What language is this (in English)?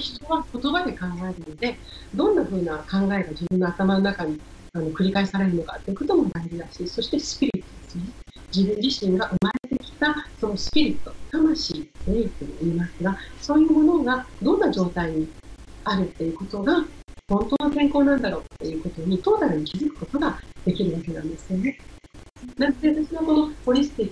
Japanese